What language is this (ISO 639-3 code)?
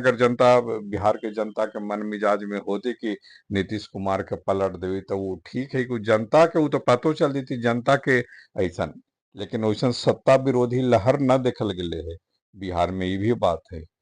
mag